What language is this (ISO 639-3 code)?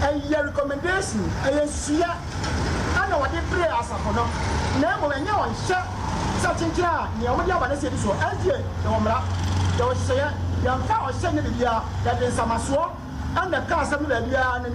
aka